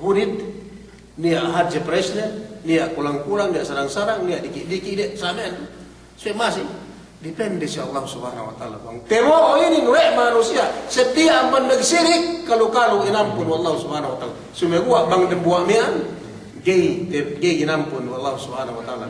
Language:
Yakan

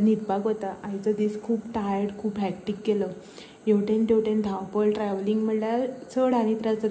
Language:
Konkani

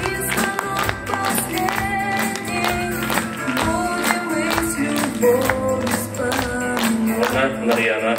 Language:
Yakut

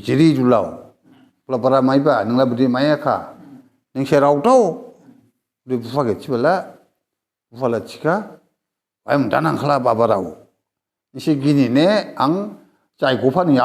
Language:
Dimasa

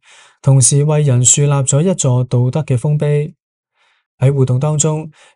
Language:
Cantonese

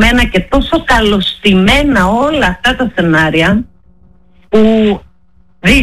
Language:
Greek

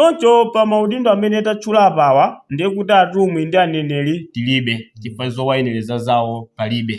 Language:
Nyanja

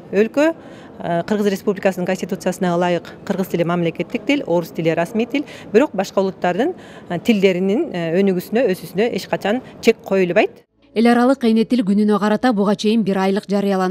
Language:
Kyrgyz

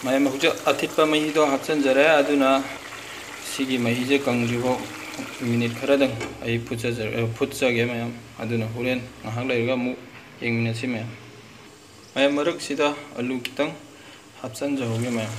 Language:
Manipuri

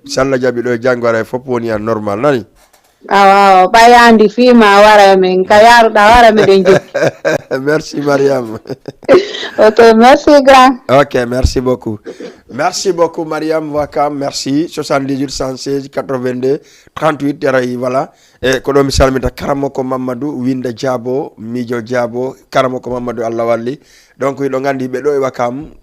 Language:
Fula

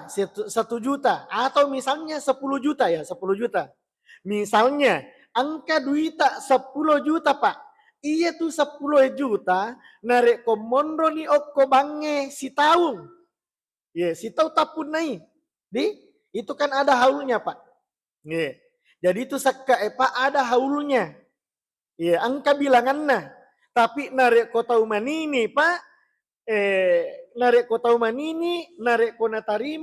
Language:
Buginese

